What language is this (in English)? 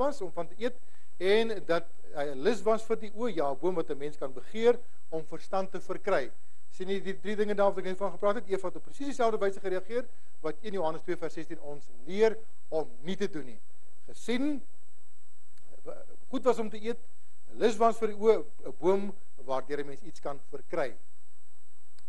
Afrikaans